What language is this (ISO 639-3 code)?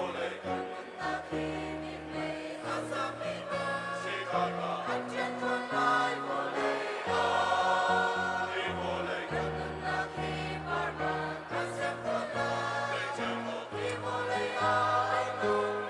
cnh